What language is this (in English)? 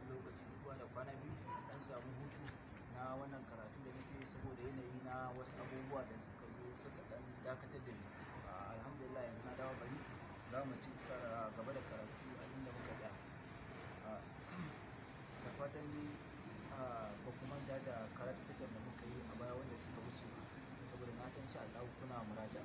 Hausa